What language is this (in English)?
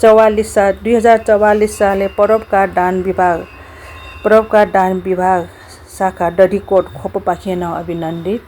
Newari